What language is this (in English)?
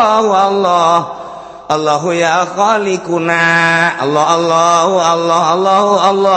Sundanese